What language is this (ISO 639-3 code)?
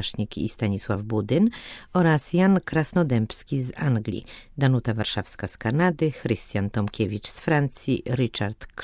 pol